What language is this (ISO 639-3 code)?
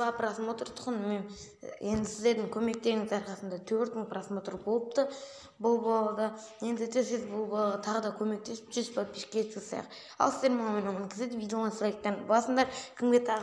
kaz